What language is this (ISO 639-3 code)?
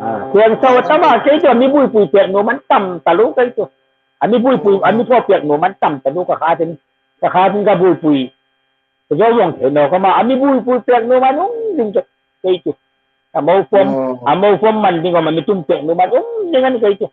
hmr